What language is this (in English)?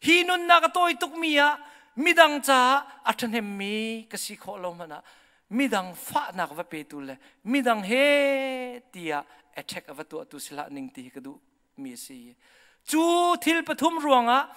Hakha Chin